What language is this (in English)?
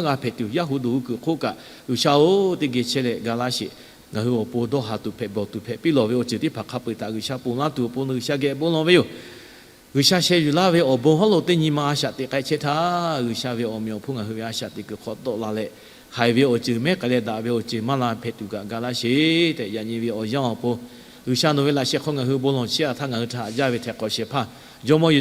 Lahu